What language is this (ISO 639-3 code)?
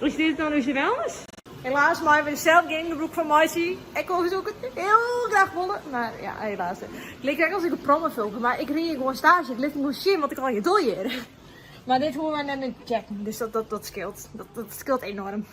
fry